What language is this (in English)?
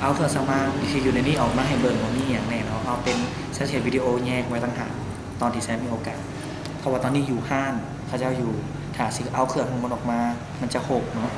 Lao